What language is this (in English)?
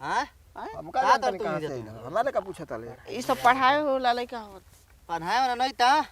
Bhojpuri